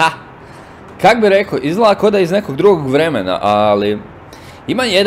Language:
Croatian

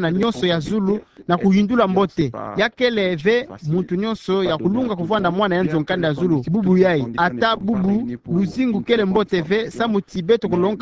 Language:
Kituba (Democratic Republic of Congo)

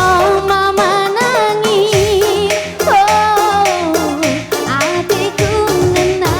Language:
Batak Karo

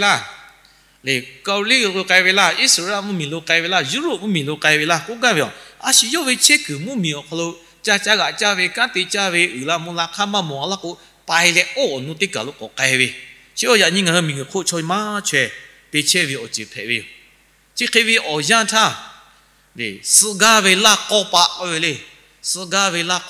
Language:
Lahu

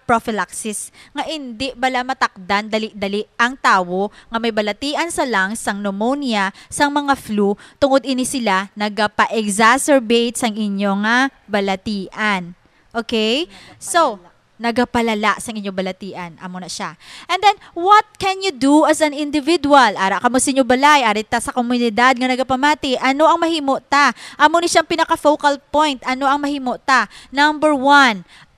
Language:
Hiligaynon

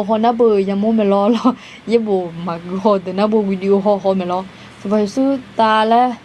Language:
Akha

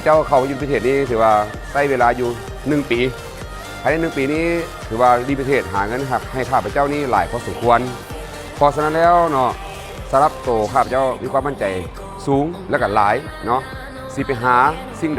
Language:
Lao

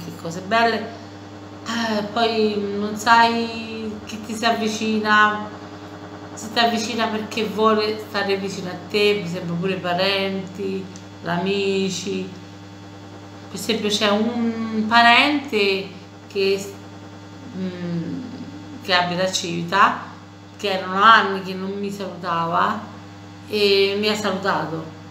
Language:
Italian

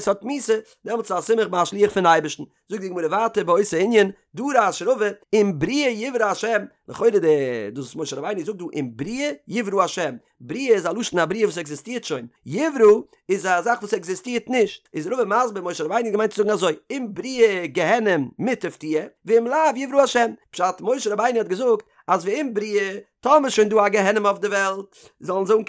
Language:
Yiddish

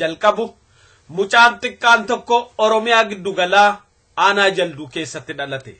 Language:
Oromo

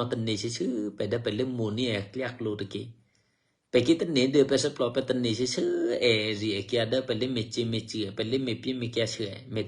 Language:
Eastern Kayah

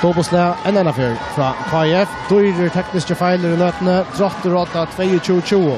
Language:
Faroese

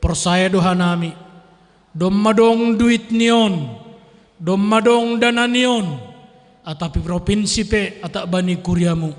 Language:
Batak Simalungun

